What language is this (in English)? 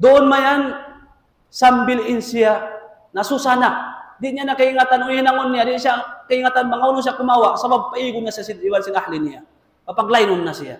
Tausug